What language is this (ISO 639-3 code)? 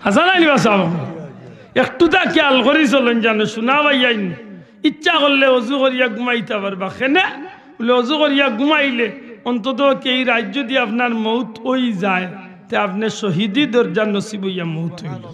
syl